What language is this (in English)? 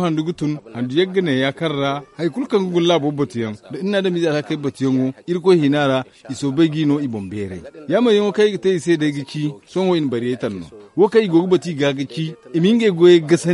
Zarma